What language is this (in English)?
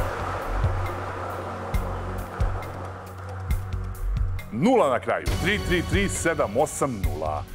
Serbian